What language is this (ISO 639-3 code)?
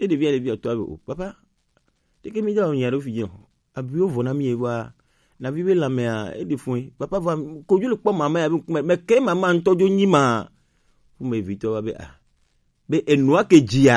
gej